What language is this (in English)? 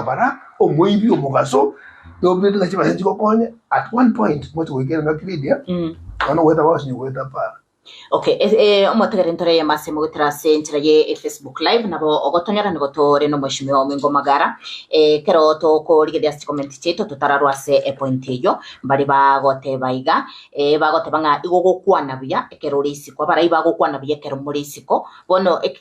Gusii